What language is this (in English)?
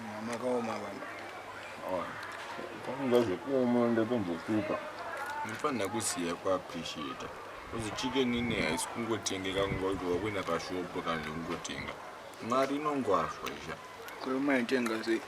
Shona